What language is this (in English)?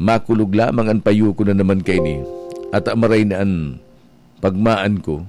Bikol